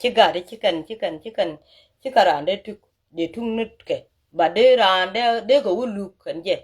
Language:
Nuer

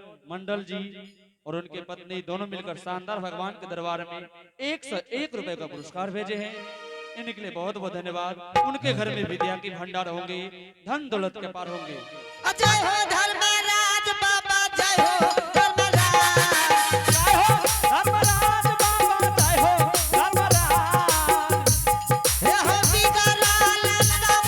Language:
Angika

